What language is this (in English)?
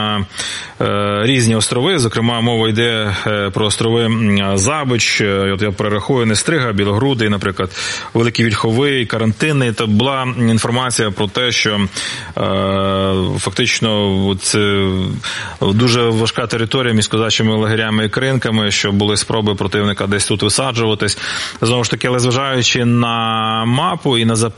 Ukrainian